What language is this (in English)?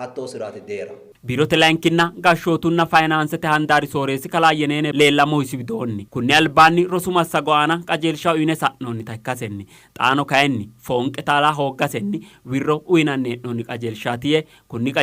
Sidamo